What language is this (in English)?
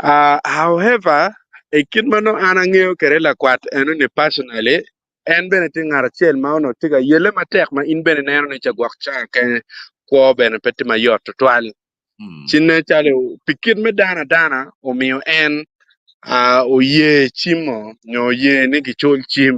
Acoli